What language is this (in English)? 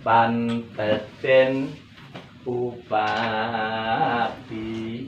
Javanese